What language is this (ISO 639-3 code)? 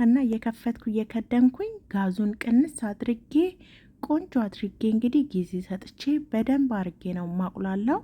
amh